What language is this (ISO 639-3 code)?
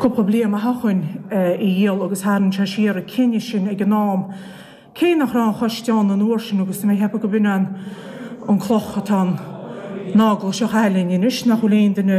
gle